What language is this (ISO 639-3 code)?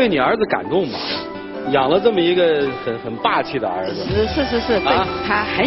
zho